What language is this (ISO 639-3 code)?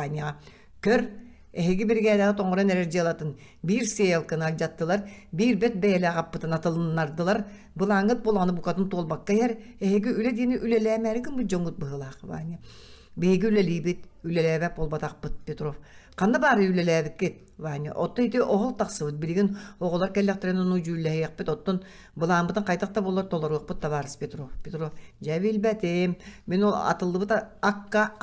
sah